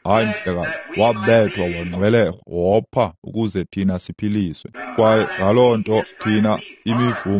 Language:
Xhosa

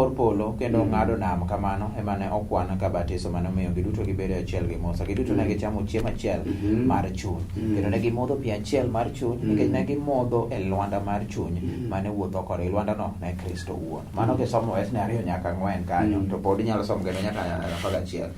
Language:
Luo (Kenya and Tanzania)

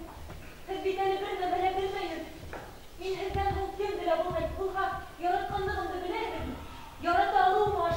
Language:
Bashkir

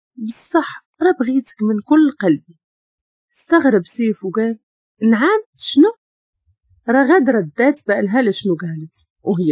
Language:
Moroccan Arabic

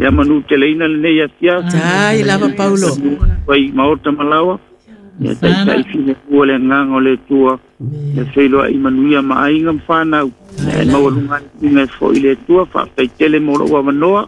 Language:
Samoan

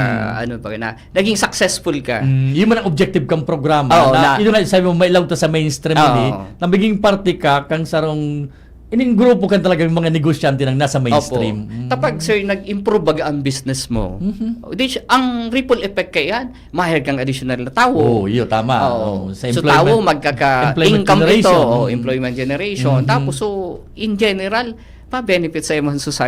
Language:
Bikol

